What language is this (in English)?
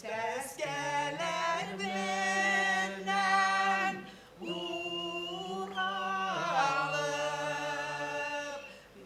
Bashkir